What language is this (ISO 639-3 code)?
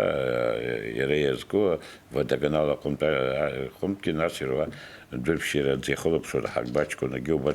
abk